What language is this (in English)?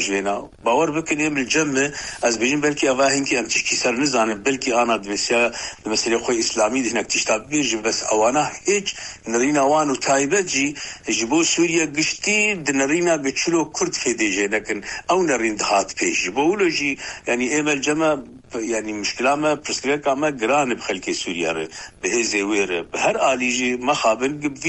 Kurdish